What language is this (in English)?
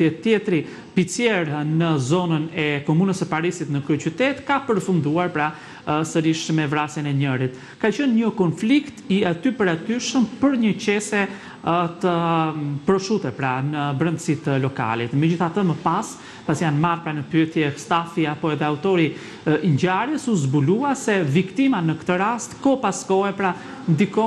Albanian